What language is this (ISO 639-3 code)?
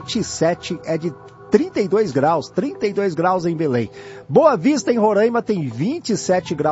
por